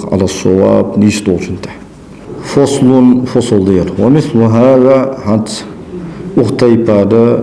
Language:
Ingush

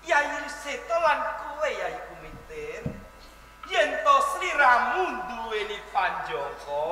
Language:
Javanese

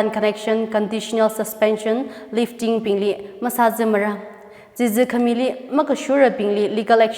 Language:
Tangkhul Naga (India)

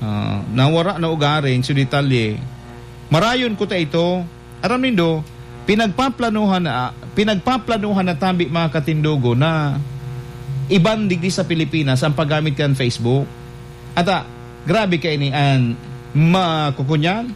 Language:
Bikol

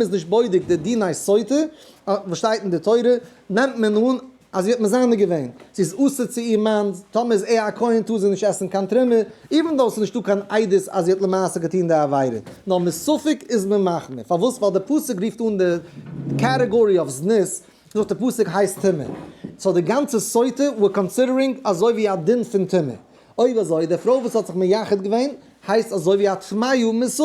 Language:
Yiddish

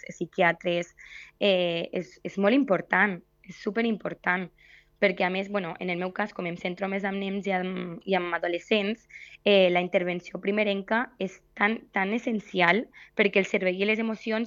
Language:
Catalan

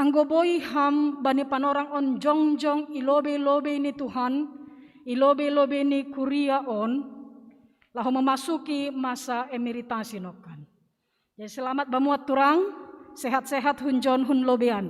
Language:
Batak Simalungun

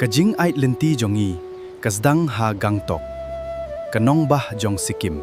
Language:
Khasi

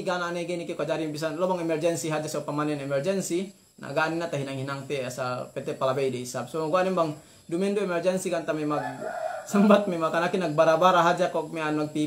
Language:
Yakan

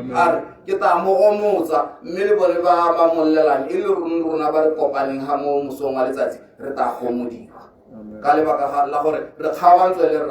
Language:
Tswana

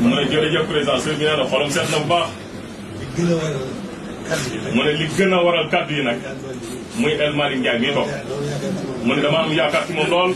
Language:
Wolof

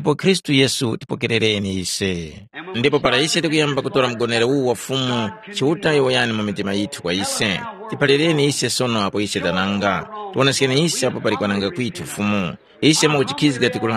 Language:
Tumbuka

